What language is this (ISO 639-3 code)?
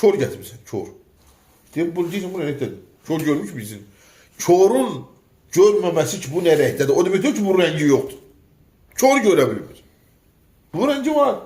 aze